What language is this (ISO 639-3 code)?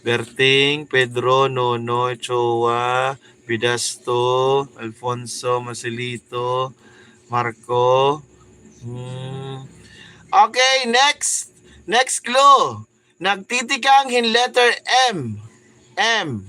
war